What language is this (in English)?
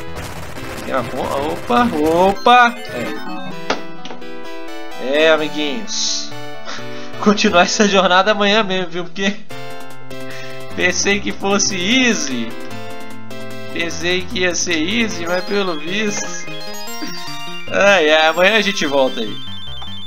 Portuguese